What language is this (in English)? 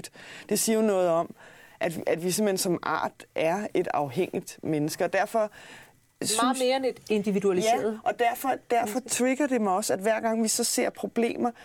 Danish